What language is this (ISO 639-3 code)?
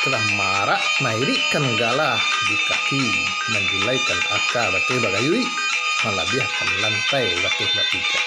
min